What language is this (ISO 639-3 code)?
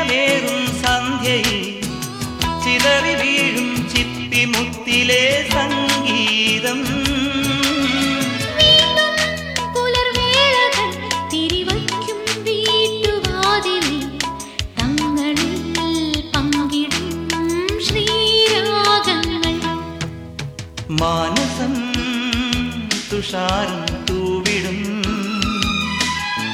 mal